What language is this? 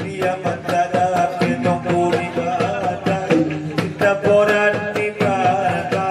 Batak Angkola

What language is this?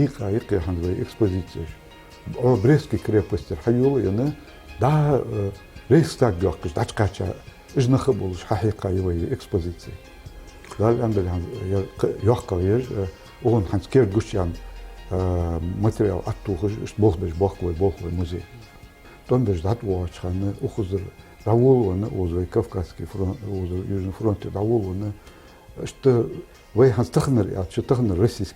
Ingush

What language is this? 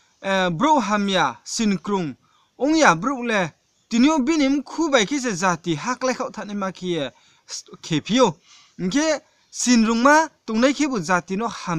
Riang (India)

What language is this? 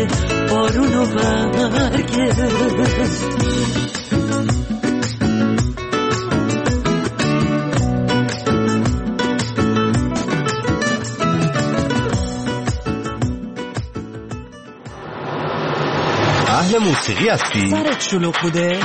Persian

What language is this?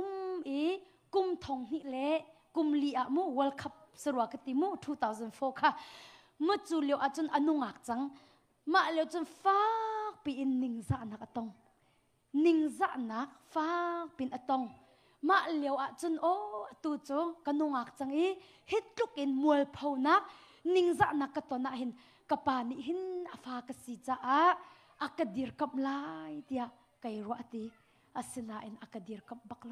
Hakha Chin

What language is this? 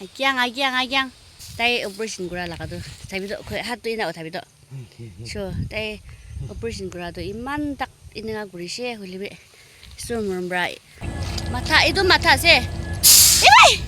Naga Pidgin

